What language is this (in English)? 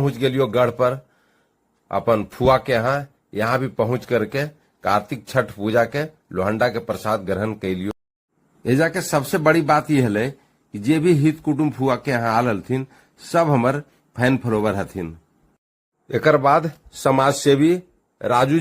Magahi